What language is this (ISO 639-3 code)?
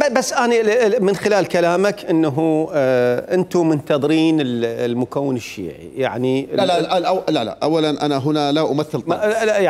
acm